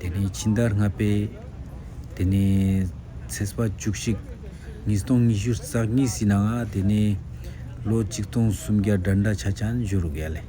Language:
Ladakhi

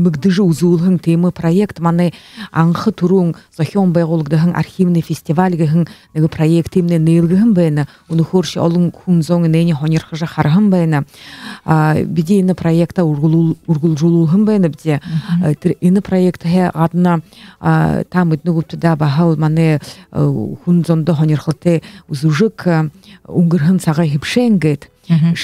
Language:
Buriat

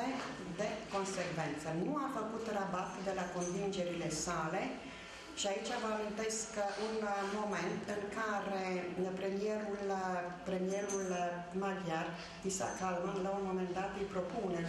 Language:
Romanian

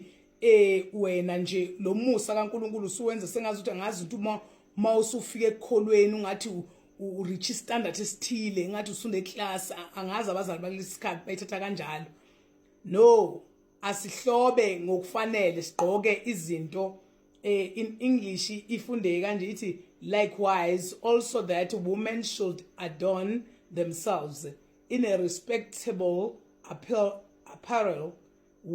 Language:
Zulu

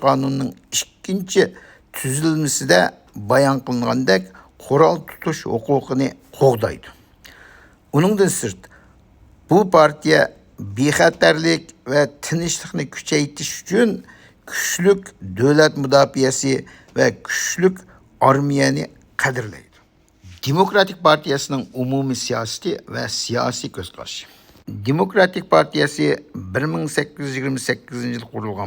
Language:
Uyghur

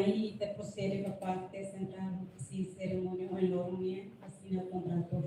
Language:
Tetum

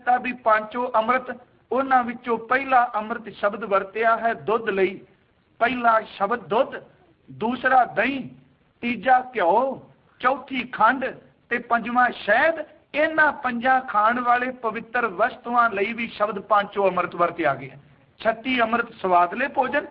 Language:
Punjabi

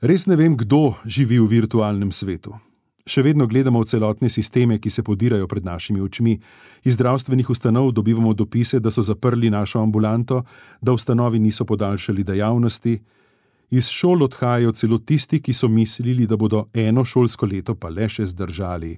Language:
Slovenian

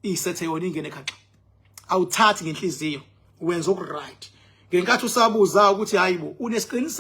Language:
Zulu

